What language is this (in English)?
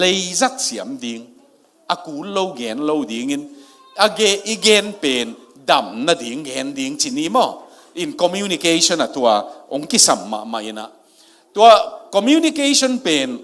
Tedim Chin